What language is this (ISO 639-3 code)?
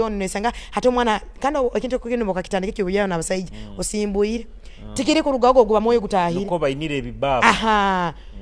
nyo